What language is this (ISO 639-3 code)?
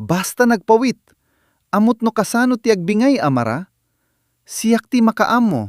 ilo